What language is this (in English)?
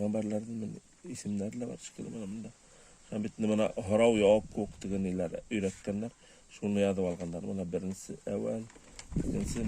Bashkir